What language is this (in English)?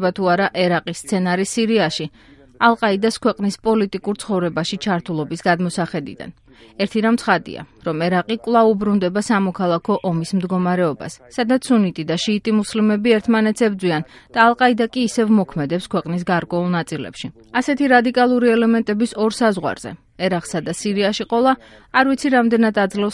Georgian